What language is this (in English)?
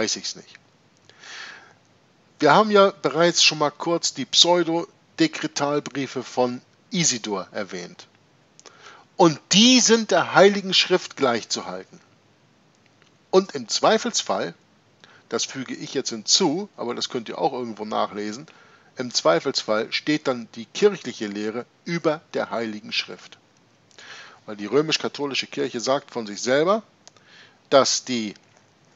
German